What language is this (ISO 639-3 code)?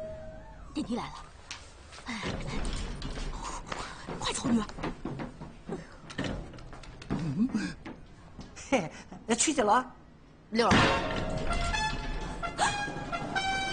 zho